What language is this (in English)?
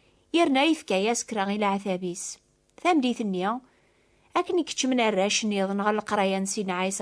Kabyle